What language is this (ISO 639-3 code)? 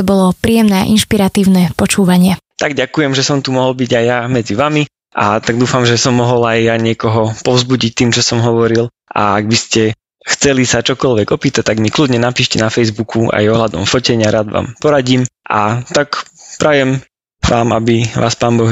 slk